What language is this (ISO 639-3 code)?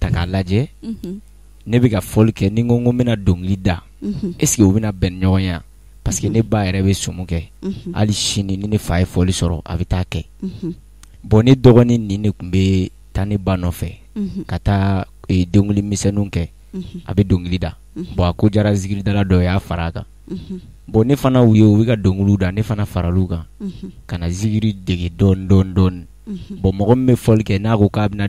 bam